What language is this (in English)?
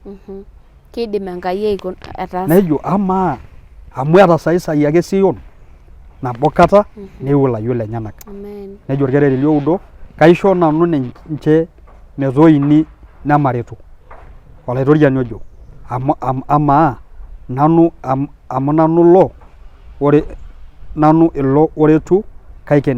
Masai